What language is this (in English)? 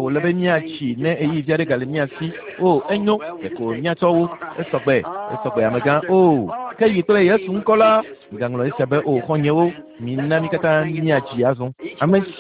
Ewe